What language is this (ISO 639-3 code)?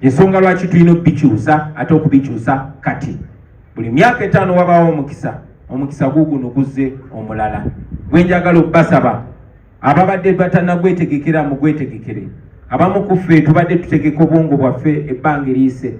lug